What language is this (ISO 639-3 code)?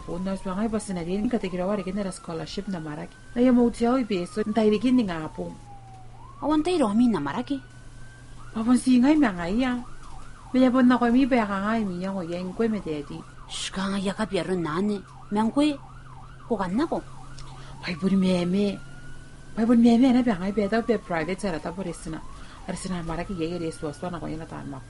gil